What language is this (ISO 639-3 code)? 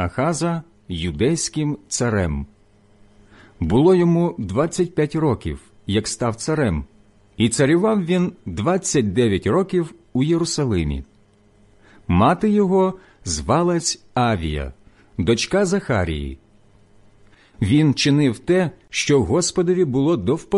ukr